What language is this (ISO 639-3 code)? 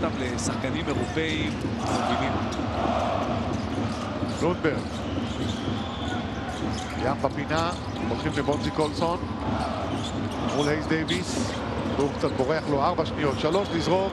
heb